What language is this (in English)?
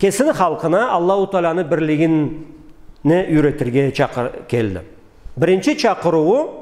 Karachay-Balkar